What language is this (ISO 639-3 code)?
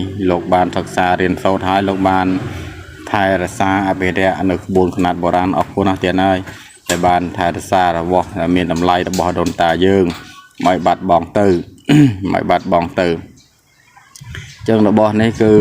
khm